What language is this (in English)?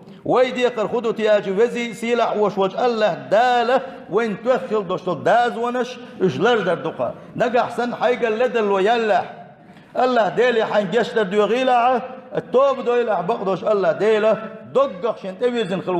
Chechen